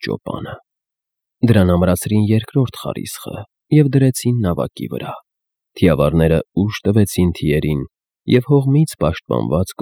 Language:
Armenian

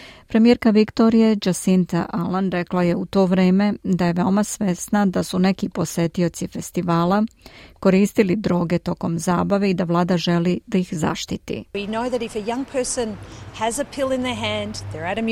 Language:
Serbian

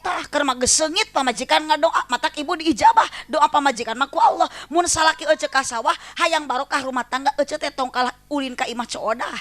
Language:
Sundanese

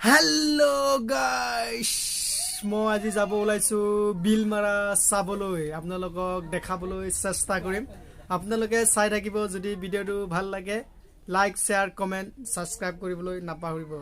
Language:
Assamese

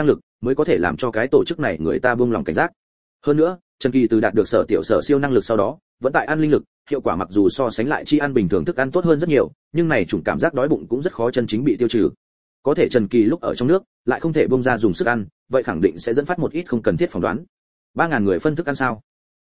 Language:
Vietnamese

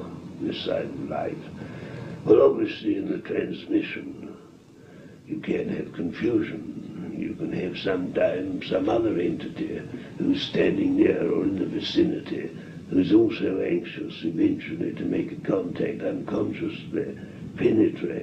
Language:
English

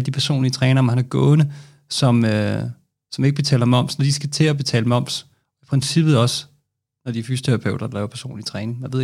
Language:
Danish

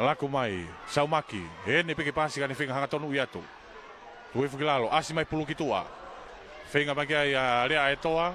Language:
Tongan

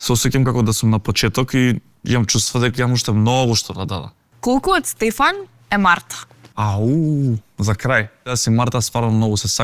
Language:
Macedonian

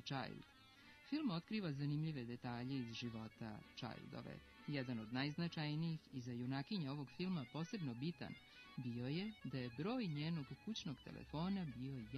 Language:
Serbian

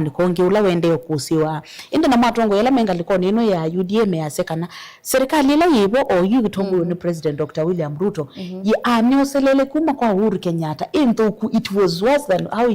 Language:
Kamba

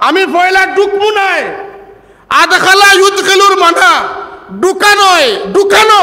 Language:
Sylheti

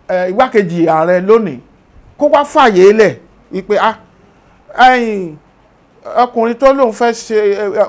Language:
Yoruba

